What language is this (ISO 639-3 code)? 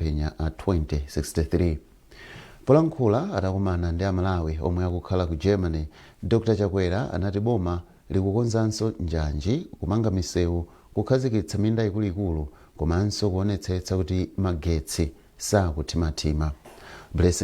nya